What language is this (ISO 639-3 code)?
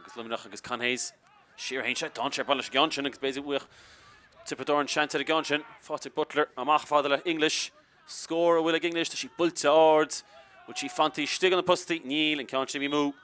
gle